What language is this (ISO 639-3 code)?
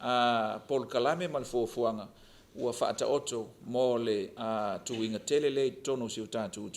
smo